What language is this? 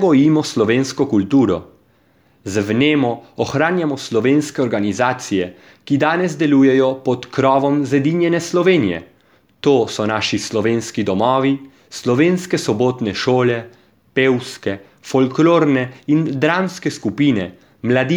Slovenian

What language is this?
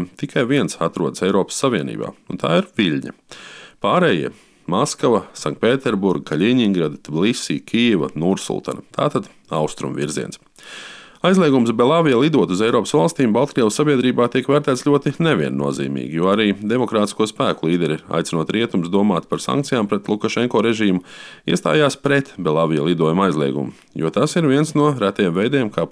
Latvian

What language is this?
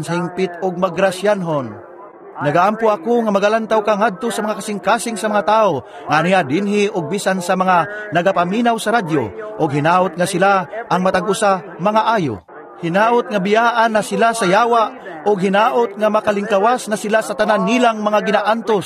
Cebuano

